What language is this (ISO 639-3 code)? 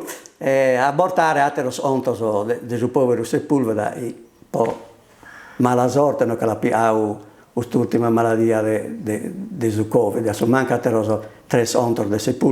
srd